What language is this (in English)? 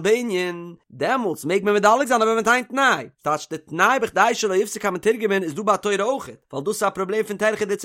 Yiddish